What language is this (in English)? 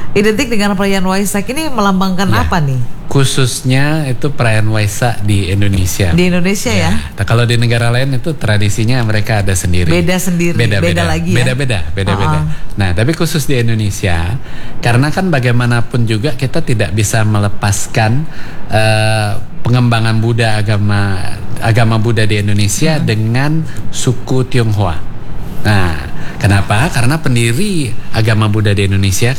Indonesian